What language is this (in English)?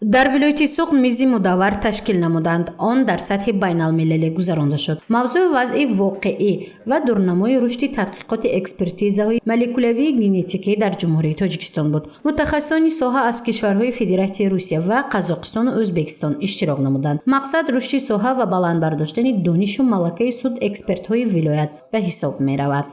Tajik